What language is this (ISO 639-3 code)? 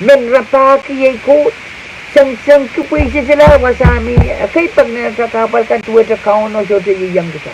pon